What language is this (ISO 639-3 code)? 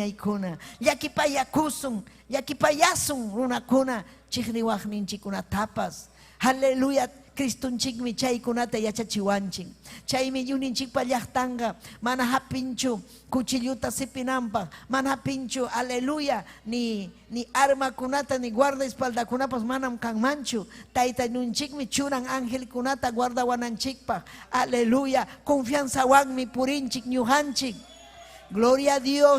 quy